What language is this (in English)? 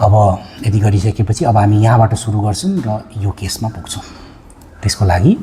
Nepali